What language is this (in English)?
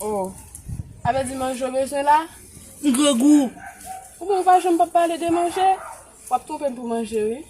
Haitian Creole